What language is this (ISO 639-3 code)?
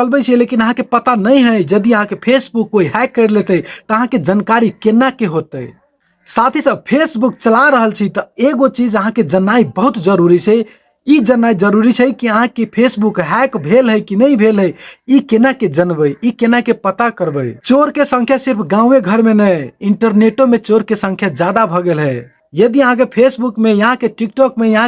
mai